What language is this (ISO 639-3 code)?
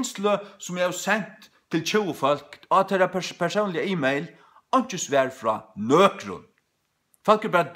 fao